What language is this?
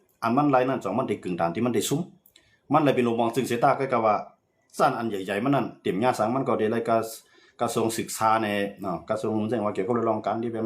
Shan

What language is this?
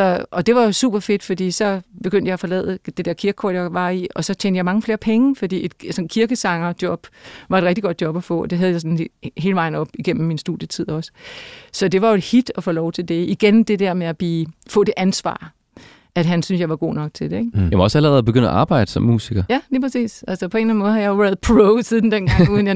Danish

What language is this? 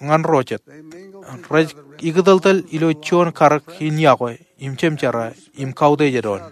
Marshallese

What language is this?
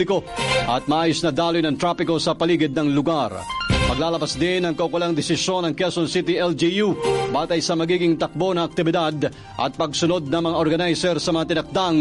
Filipino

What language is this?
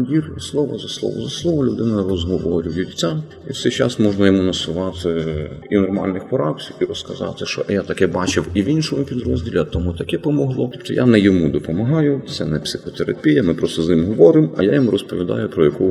Ukrainian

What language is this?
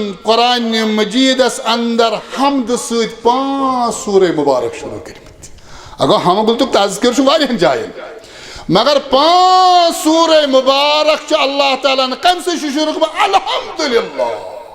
Kashmiri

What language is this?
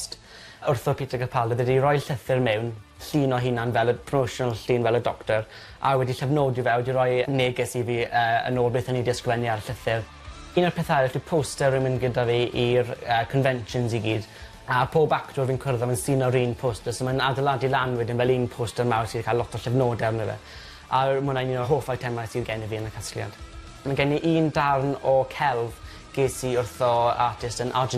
Welsh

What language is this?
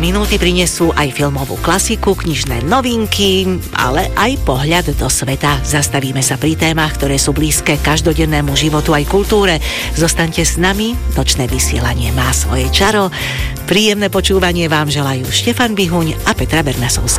Slovak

